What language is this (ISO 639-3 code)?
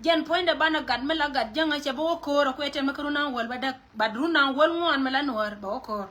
nus